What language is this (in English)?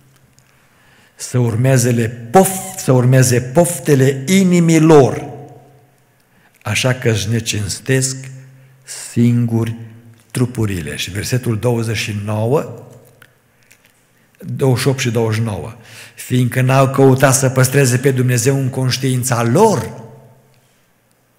Romanian